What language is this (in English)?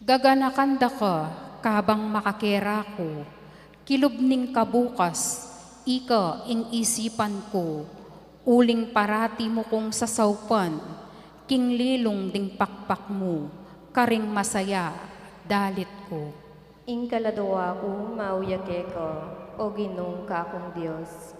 Pampanga